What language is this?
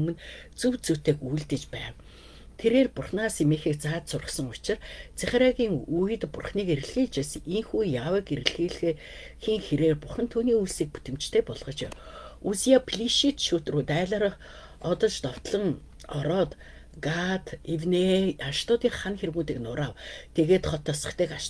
Mongolian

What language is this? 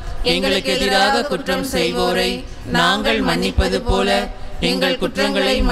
Tamil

